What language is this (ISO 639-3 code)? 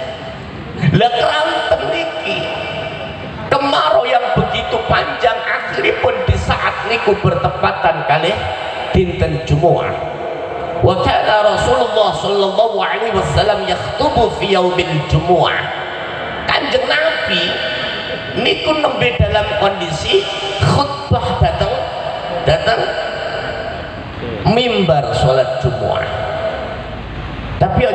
jav